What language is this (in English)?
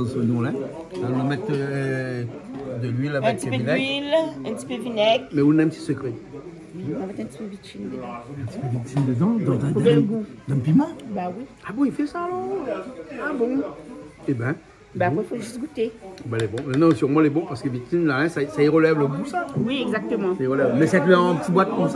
Réunion Creole French